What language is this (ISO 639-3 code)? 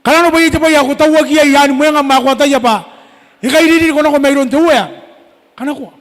gil